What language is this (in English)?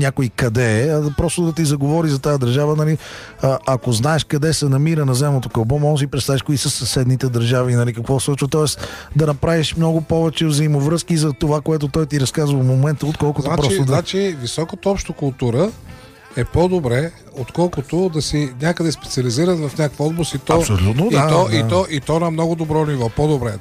Bulgarian